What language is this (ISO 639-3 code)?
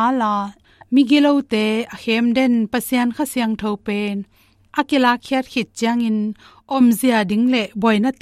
ctd